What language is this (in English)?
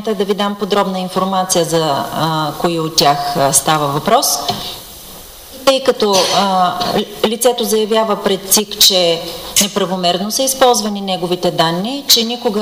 Bulgarian